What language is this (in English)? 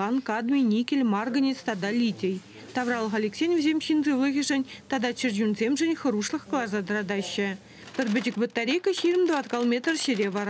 Chuvash